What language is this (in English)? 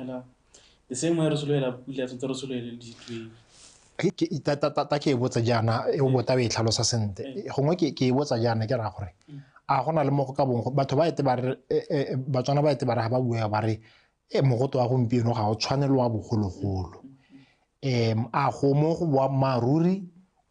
Tswana